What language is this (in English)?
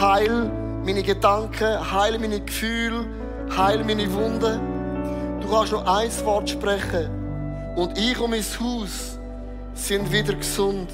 Swiss German